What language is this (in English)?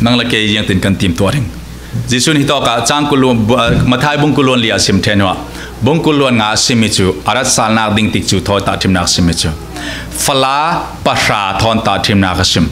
Falam Chin